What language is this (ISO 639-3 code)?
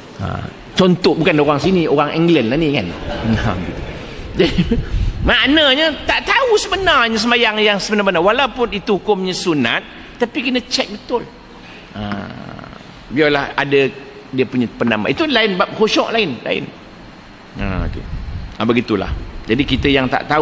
msa